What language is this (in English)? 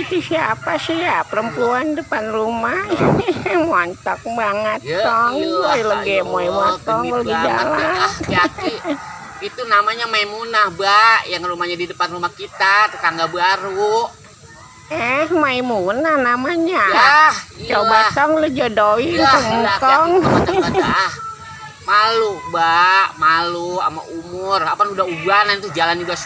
Betawi